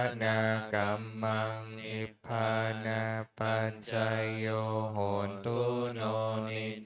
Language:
Pali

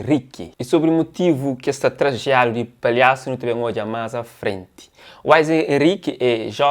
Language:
Kabuverdianu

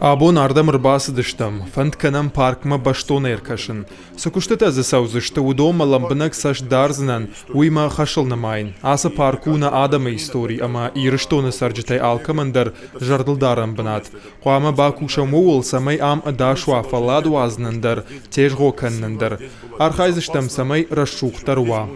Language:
Ossetic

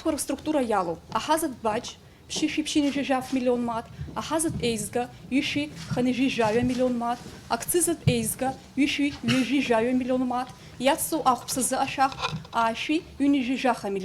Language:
Abkhazian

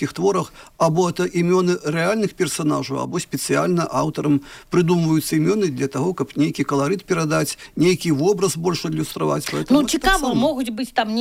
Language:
Belarusian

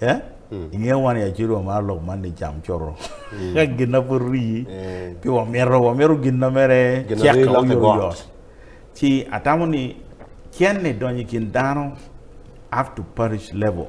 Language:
Acoli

